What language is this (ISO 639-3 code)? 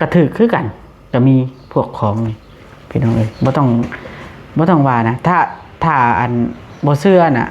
lao